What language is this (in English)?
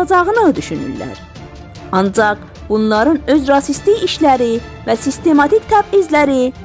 South Azerbaijani